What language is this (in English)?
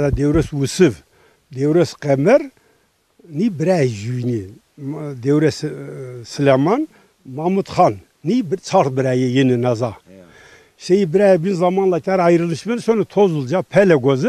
Zaza